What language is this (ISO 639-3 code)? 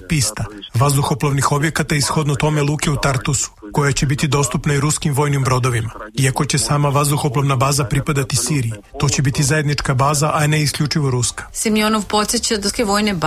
srp